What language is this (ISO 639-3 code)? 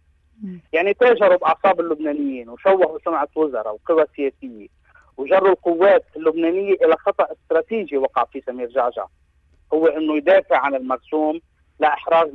apc